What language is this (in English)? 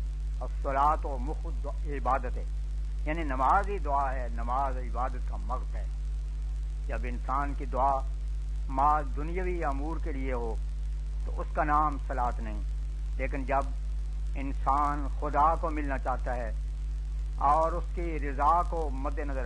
Urdu